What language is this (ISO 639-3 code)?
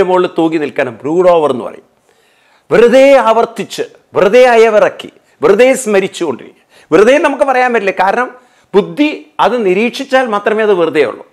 mal